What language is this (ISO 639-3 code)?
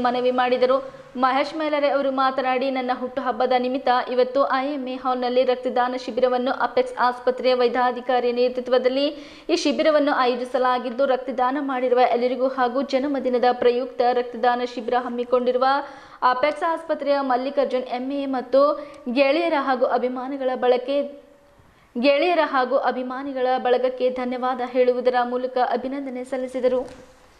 kan